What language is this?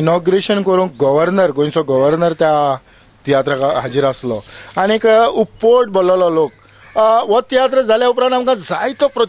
Konkani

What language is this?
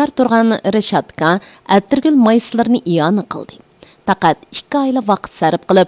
Uyghur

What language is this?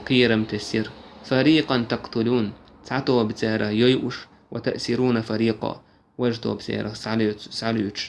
Chechen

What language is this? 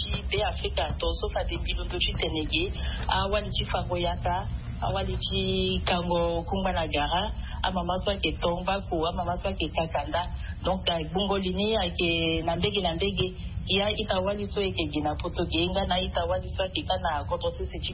Sango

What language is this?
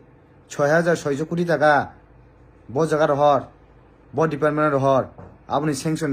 Kok Borok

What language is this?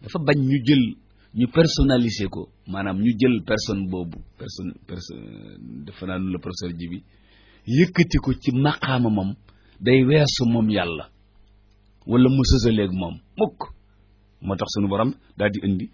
Wolof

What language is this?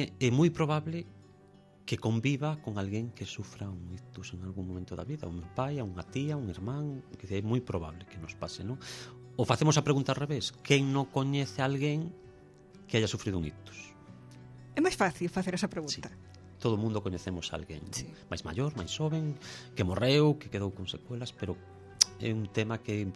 Galician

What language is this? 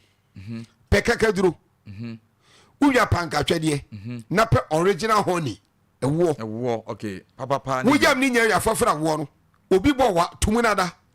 Akan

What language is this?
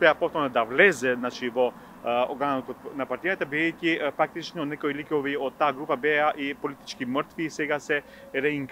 Macedonian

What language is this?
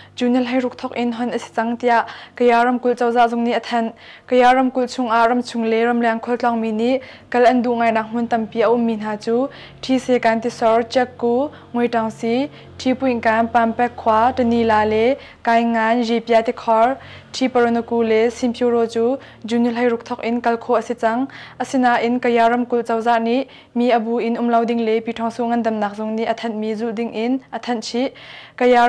Hakha Chin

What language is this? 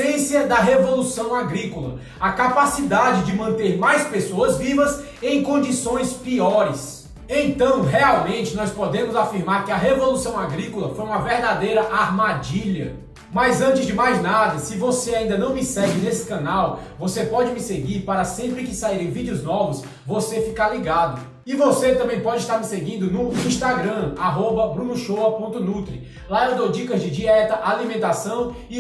Portuguese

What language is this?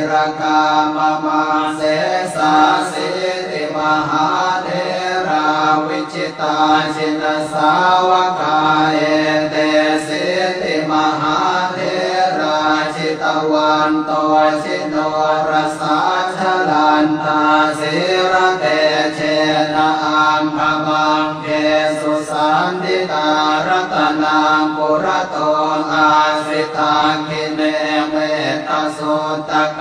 Pali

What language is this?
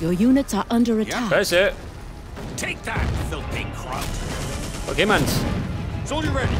Bavarian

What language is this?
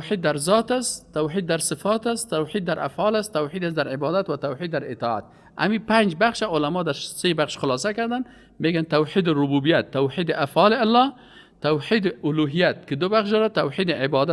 Persian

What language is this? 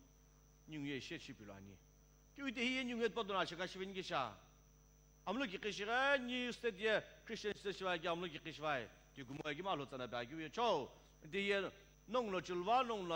Sumi Naga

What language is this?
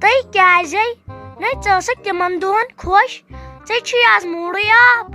Kashmiri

